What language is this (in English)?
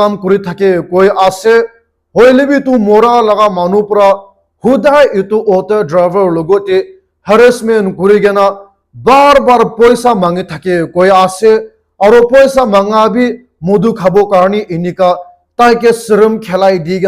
Naga Pidgin